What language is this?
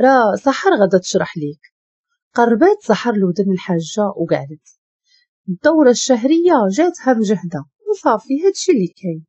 Moroccan Arabic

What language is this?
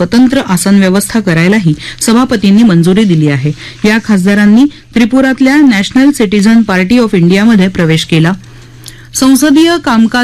Marathi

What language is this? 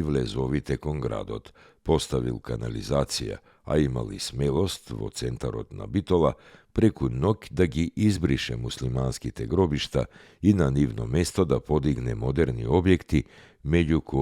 Macedonian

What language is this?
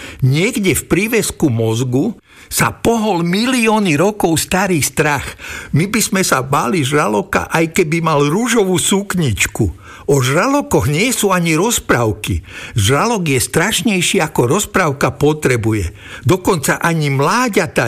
Slovak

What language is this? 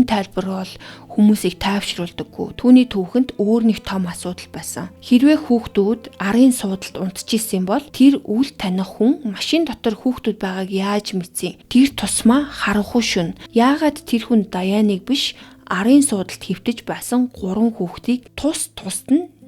Mongolian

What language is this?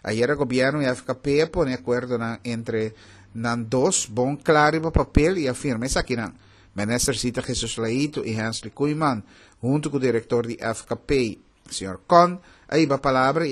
Papiamento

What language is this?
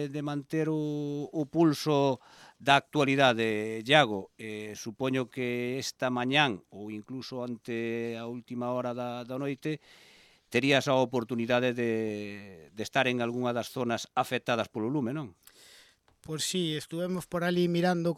Galician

